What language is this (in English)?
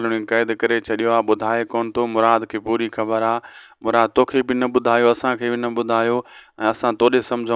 Sindhi